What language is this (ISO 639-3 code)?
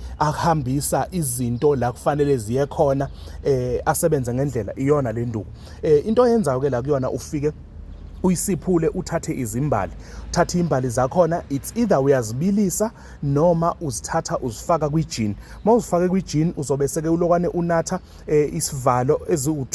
zul